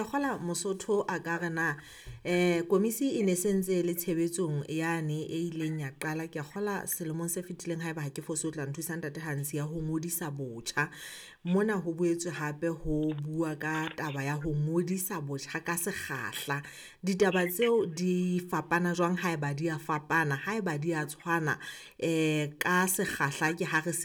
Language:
Southern Sotho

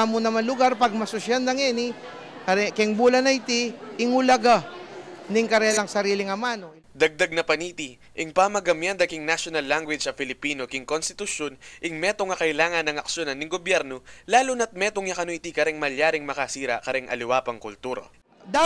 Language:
Pampanga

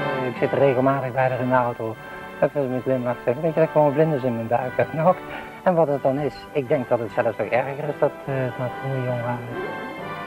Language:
Dutch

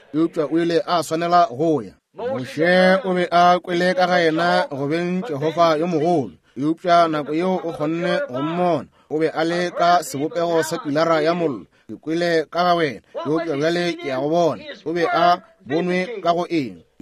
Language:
Northern Sotho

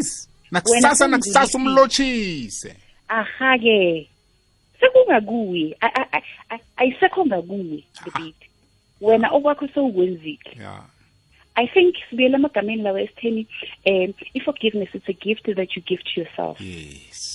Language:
South Ndebele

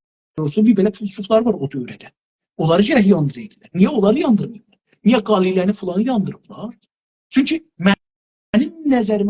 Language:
South Azerbaijani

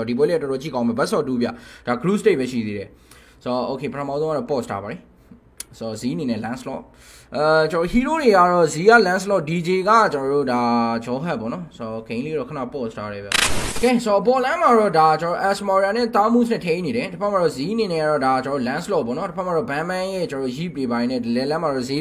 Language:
Burmese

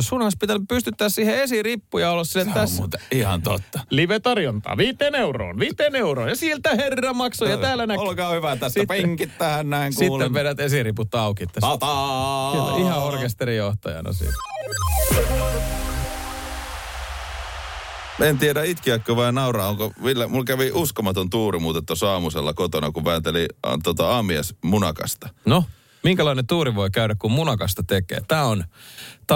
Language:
Finnish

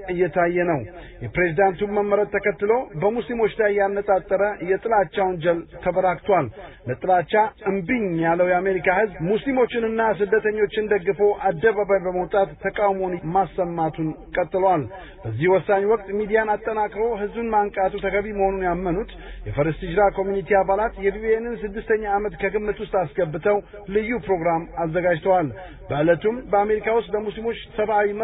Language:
Amharic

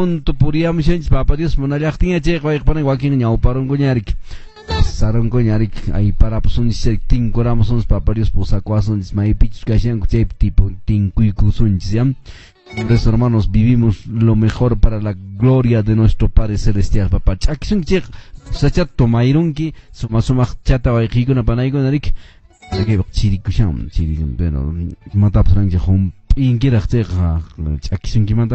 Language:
Quechua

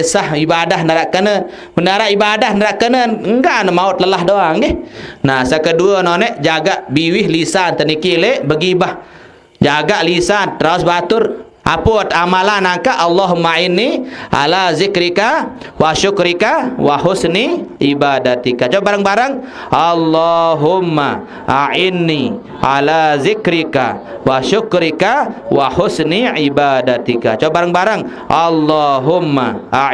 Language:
Sasak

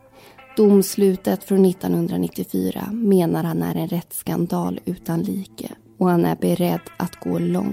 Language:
Swedish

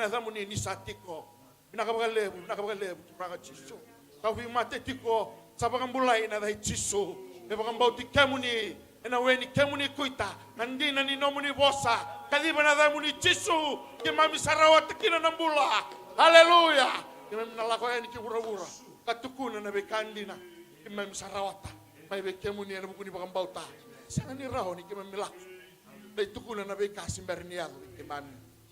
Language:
Fijian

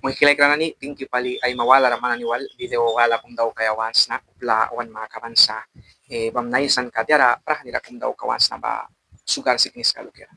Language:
Mískito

